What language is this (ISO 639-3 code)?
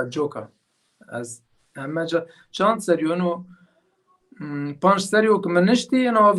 zza